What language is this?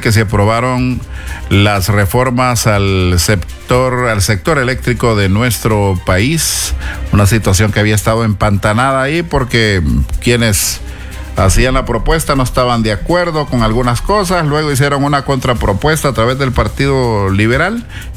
Spanish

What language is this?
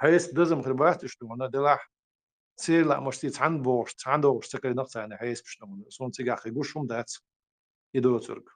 Chechen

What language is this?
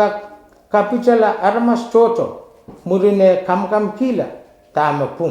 Pohnpeian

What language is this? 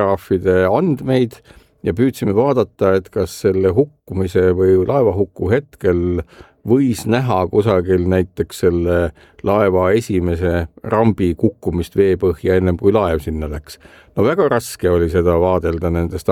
Estonian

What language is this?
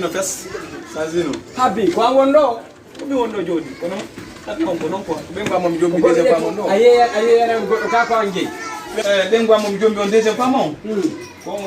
Fula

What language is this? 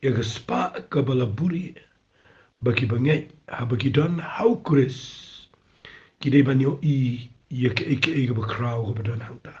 Khasi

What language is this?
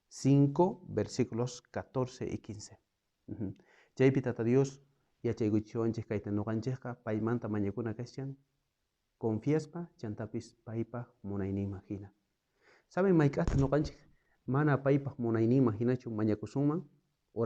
South Bolivian Quechua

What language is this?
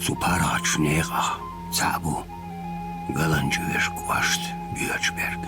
Chechen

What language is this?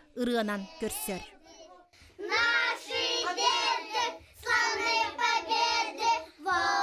Yakut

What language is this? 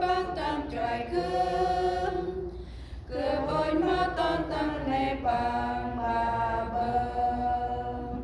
Central Mnong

